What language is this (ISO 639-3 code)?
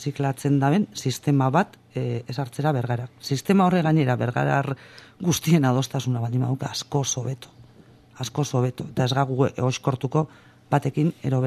eus